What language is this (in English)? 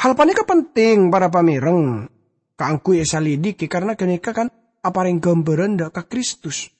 Madurese